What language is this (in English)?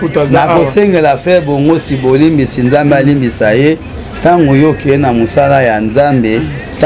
Lingala